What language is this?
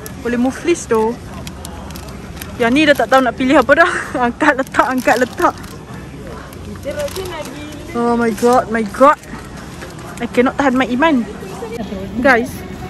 Malay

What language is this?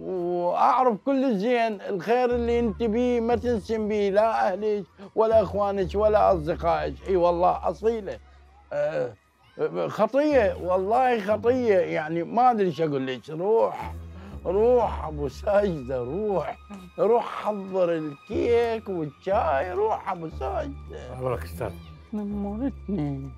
Mesopotamian Arabic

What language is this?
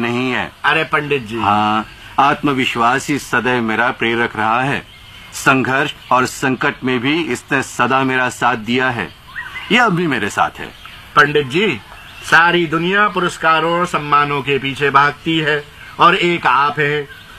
Hindi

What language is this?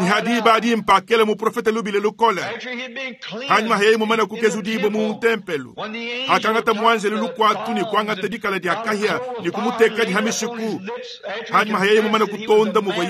Luba-Lulua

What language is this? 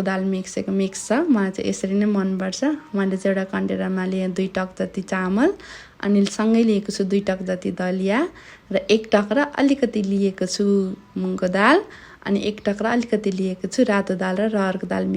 Nepali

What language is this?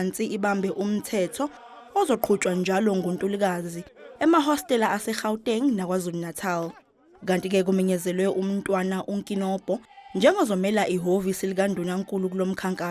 Zulu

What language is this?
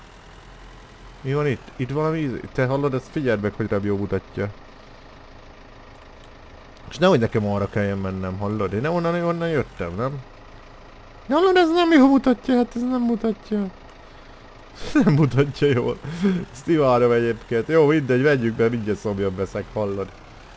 Hungarian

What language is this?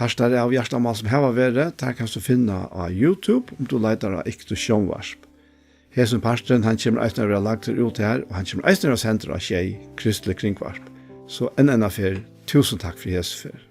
Faroese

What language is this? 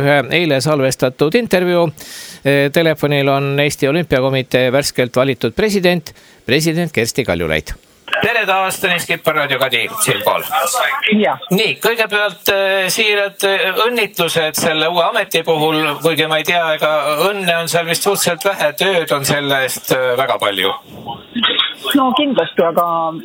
Estonian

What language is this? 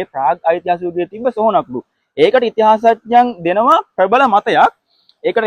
Sinhala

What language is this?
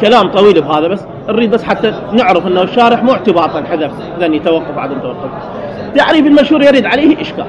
Mesopotamian Arabic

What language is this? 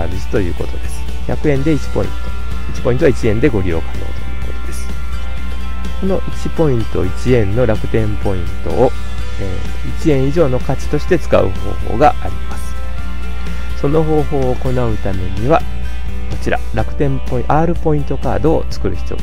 Japanese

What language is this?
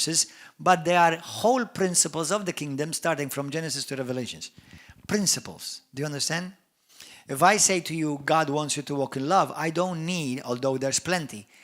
English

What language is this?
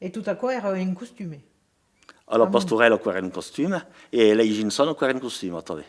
Occitan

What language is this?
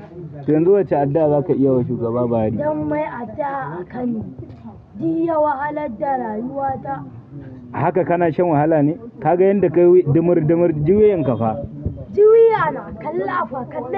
Hausa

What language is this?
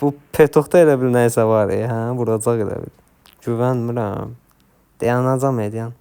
Azerbaijani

